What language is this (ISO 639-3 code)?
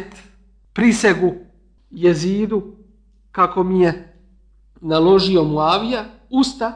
bos